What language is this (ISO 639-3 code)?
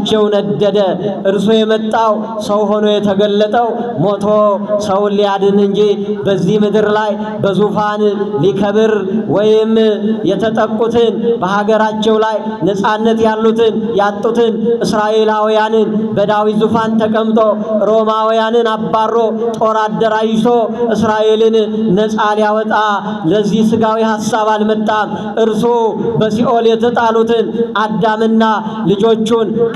amh